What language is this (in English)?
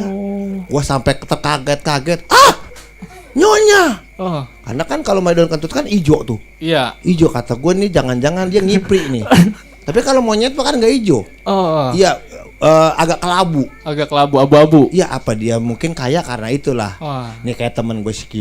Betawi